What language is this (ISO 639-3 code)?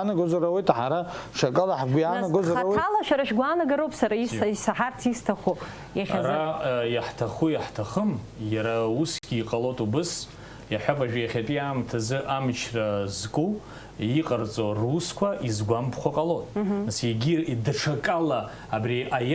abk